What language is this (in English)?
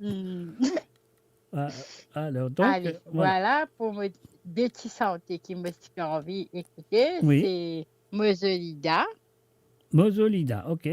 Morisyen